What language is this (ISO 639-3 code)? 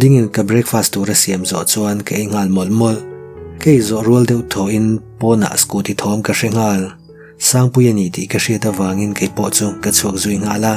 lus